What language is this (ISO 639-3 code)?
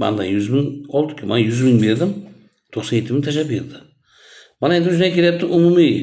uzb